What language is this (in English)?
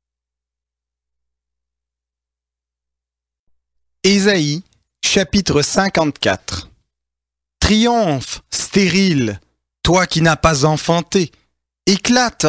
French